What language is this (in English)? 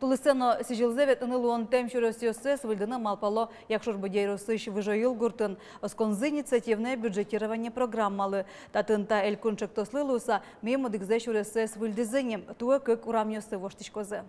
Udmurt